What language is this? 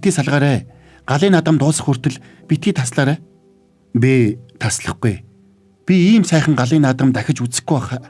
Mongolian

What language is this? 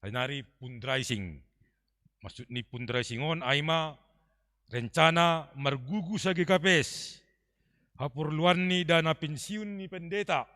Batak Simalungun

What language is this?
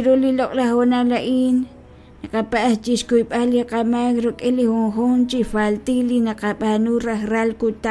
Kekchí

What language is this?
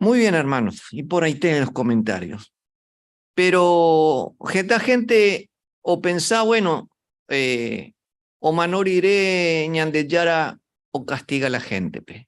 Guarani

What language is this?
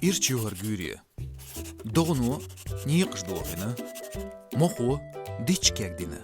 Chechen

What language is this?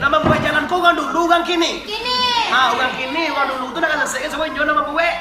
Minangkabau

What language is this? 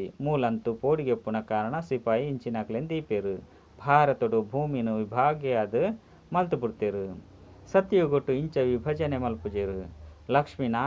Tulu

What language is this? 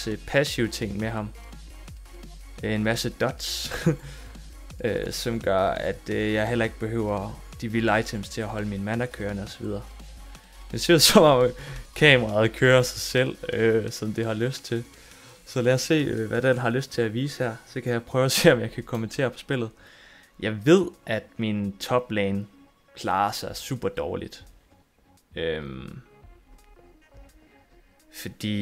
Danish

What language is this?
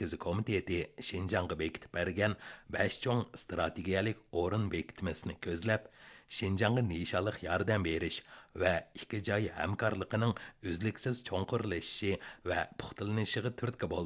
Uyghur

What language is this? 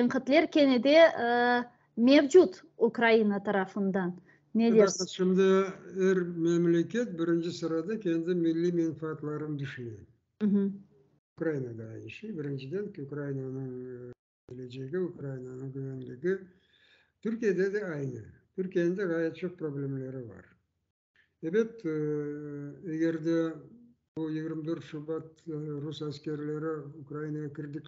Crimean Tatar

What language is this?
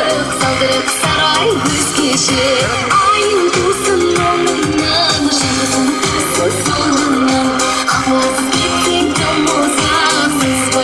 Kara-Kalpak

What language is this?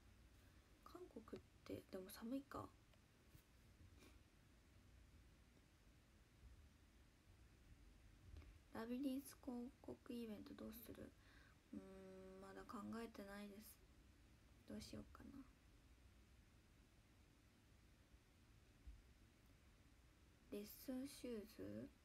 Japanese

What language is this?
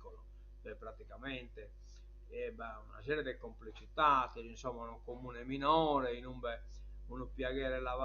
Sardinian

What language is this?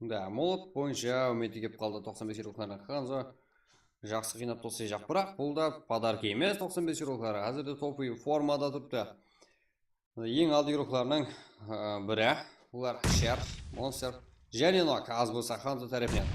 Kara-Kalpak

